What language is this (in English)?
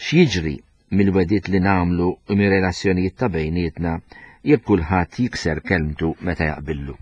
Maltese